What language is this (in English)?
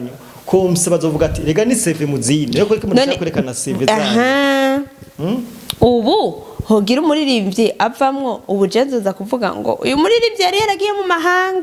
Rundi